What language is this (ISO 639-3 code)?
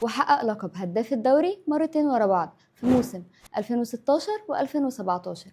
arz